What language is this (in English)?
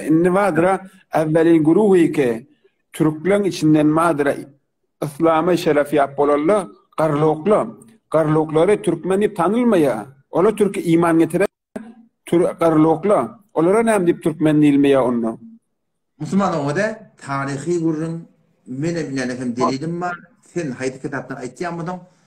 Turkmen